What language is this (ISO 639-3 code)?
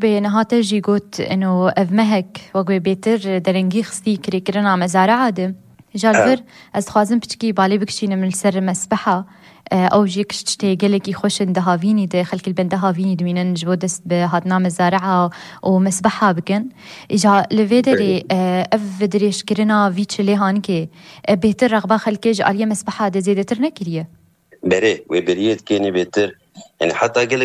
kur